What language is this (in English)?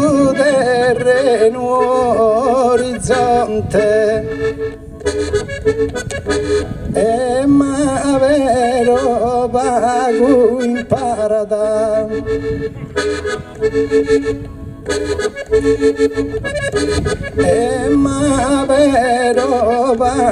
Italian